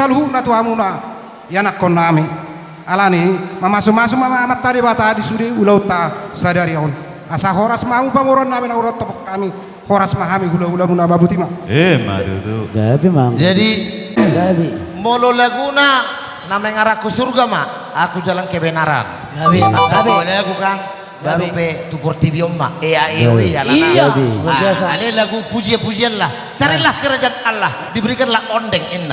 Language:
Batak Toba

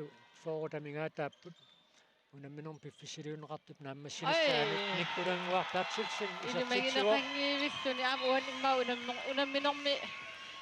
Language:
Kalaallisut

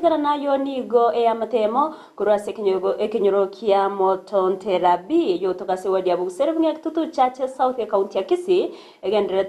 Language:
Gusii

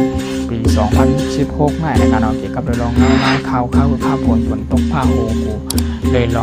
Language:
Shan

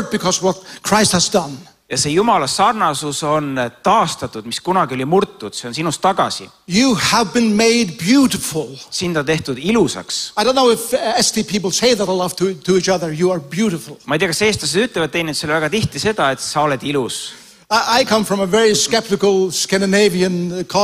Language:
Estonian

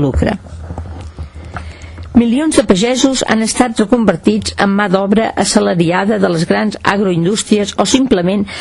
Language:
Catalan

